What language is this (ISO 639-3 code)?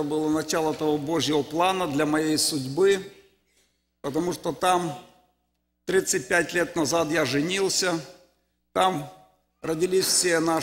rus